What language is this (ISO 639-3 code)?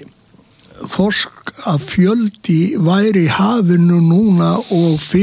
isl